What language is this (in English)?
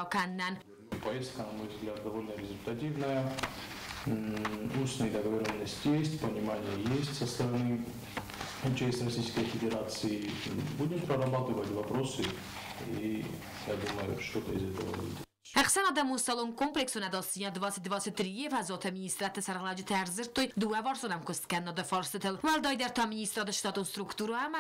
Ossetic